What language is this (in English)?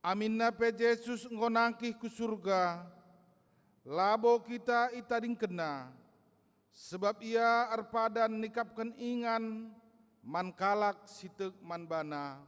Batak Karo